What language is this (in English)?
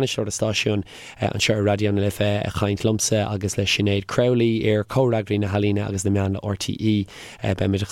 Irish